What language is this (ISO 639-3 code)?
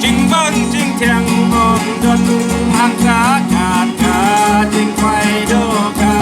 kha